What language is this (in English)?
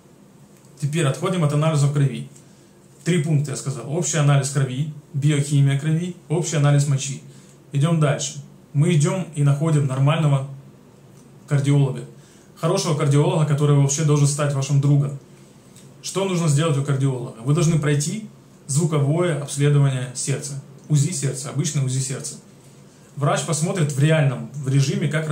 Russian